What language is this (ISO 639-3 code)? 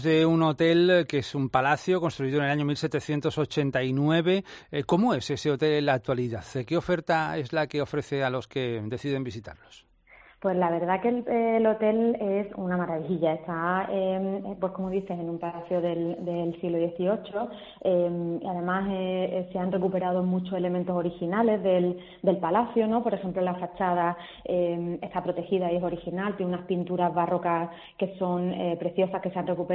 spa